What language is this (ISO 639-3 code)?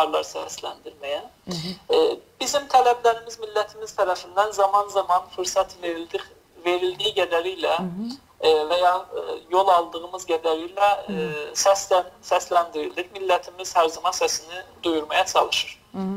azb